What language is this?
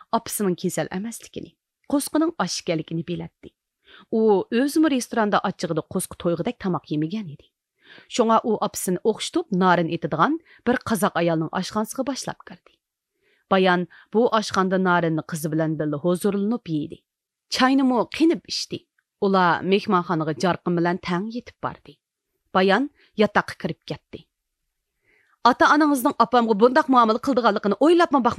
Uyghur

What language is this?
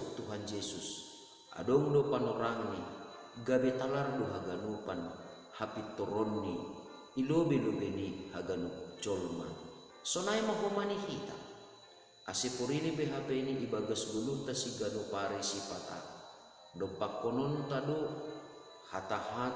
Batak Simalungun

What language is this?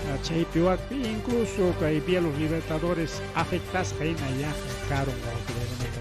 Ayacucho Quechua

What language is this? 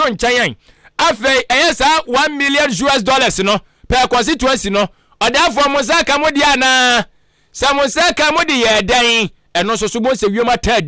Akan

